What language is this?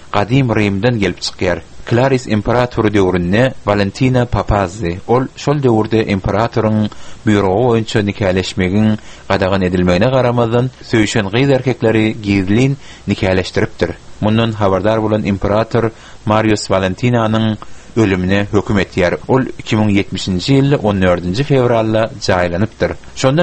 Turkmen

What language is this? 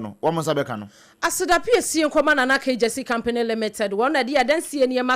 Akan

